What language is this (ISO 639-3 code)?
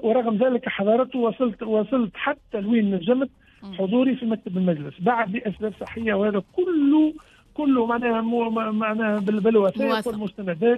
aeb